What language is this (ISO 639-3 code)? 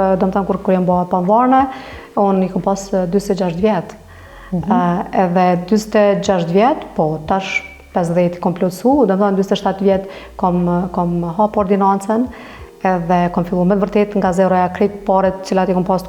sqi